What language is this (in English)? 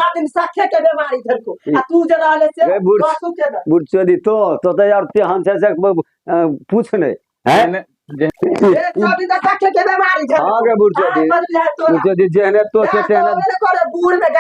Maithili